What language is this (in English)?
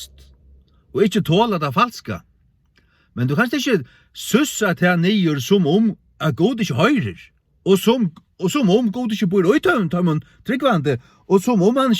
Faroese